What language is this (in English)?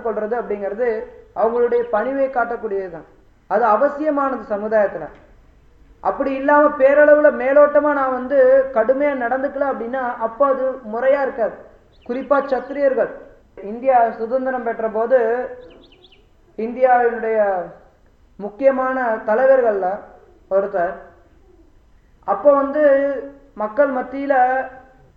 Tamil